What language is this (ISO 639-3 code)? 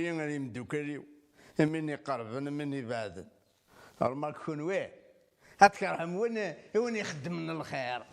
kab